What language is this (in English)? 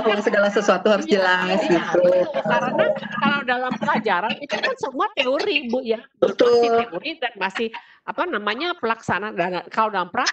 Indonesian